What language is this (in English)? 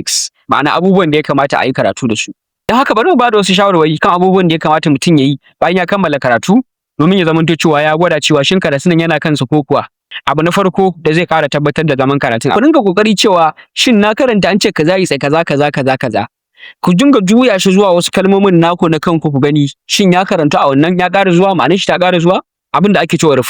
Hausa